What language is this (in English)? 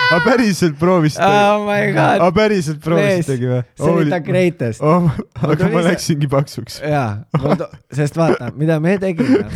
Estonian